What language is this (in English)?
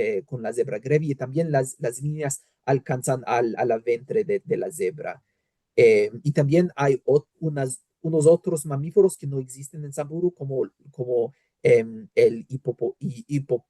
Ladino